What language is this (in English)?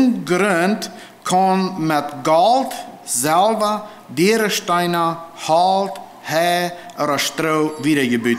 Plautdietsch